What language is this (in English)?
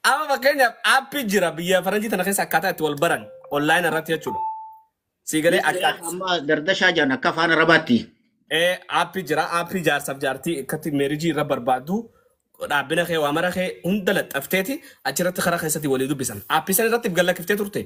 Oromo